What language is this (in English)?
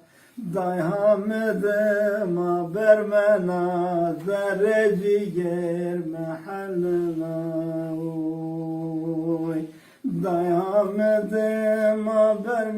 Zaza